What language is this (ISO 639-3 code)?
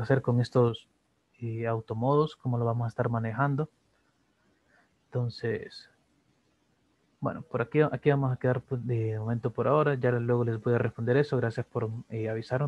spa